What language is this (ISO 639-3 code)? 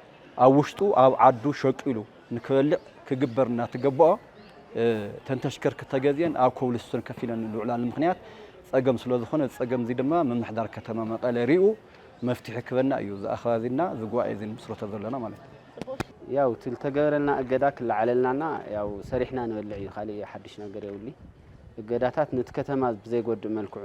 tir